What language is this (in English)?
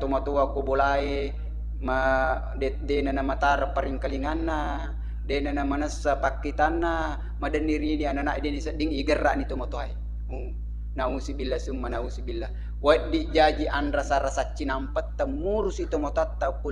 Buginese